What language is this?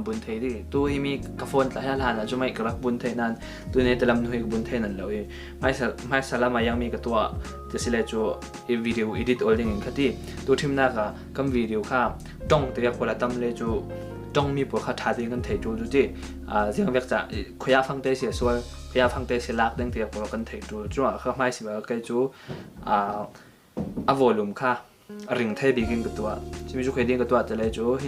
Falam Chin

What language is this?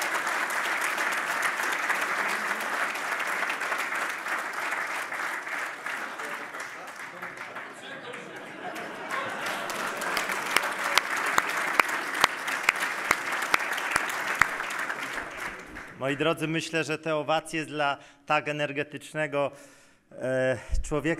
Polish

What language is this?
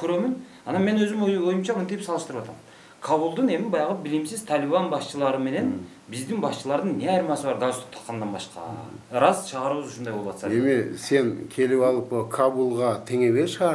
Kyrgyz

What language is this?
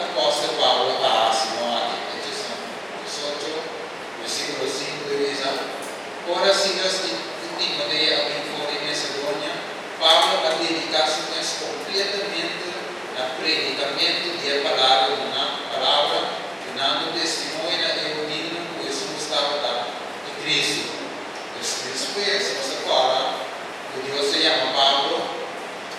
Papiamento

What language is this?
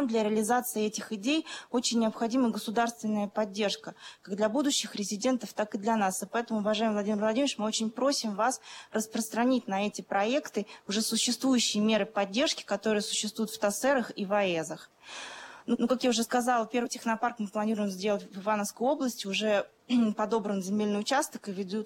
Russian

